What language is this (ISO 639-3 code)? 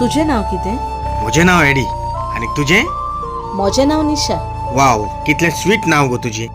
kok